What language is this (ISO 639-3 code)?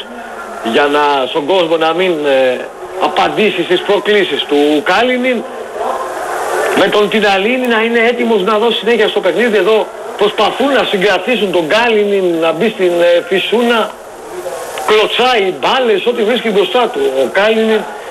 ell